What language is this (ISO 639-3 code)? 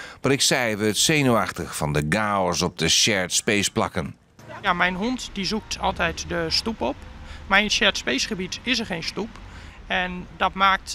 fry